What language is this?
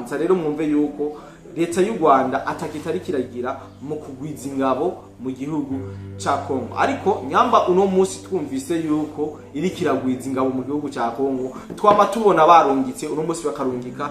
Rundi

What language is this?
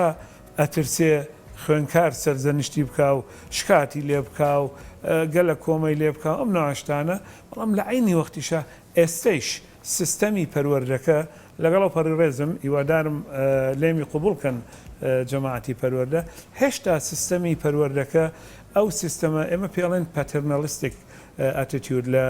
Central Kurdish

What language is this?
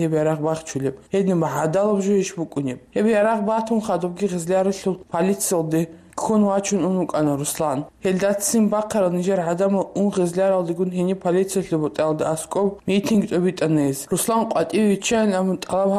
Avaric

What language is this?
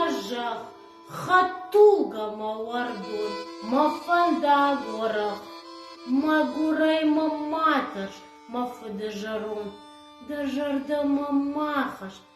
Ossetic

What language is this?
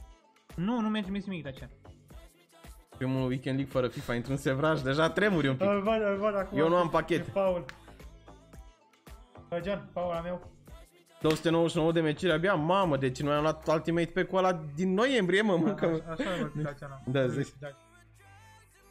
Romanian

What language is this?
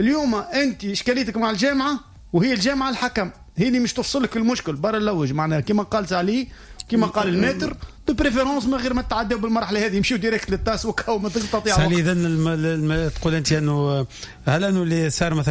Tunisian Arabic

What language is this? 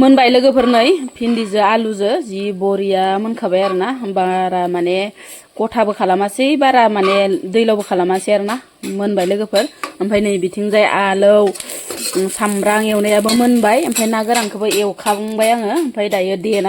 Bodo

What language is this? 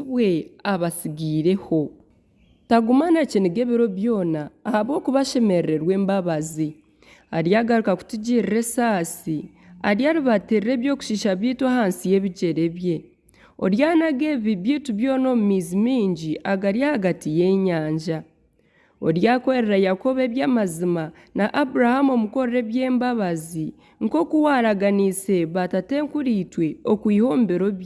Nyankole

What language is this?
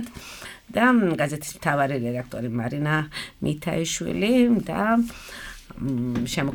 Georgian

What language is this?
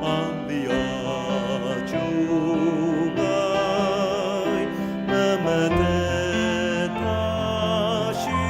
Ao Naga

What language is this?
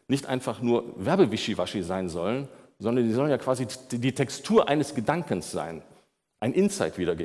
German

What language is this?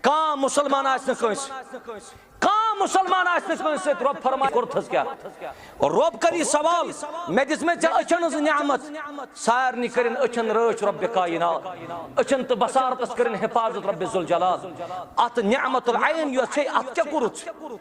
Kashmiri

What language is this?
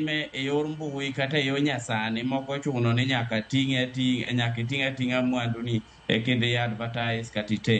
Luo (Kenya and Tanzania)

